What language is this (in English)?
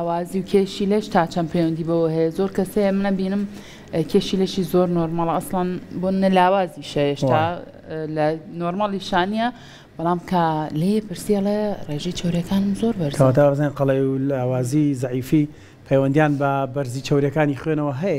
Central Kurdish